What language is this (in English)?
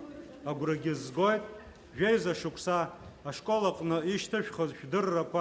Abkhazian